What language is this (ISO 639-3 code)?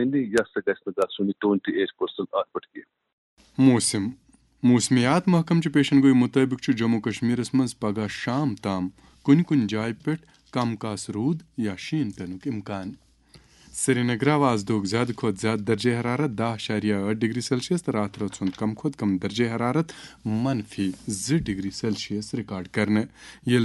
kas